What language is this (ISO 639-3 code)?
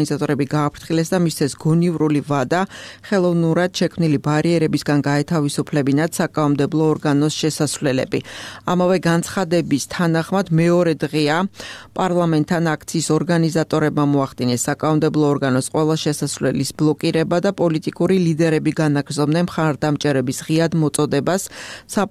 kat